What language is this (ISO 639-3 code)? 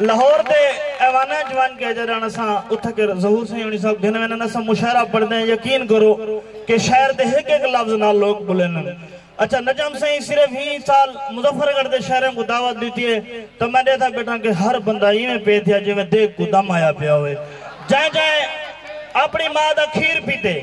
skr